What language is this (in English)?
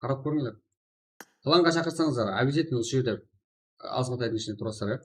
Kara-Kalpak